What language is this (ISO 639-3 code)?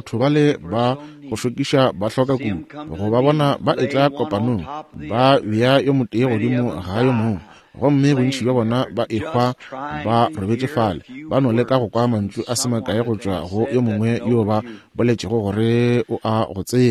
nso